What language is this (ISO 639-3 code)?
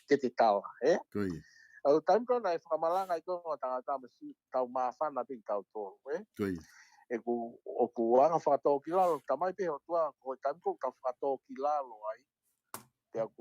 ton